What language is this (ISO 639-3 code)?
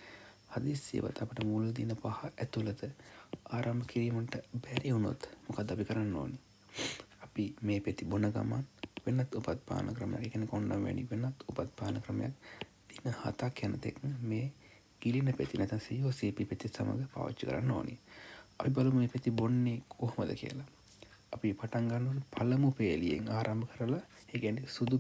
sin